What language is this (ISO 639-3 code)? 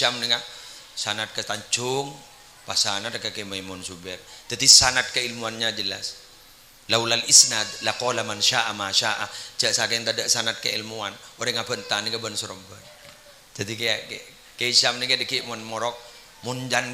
mad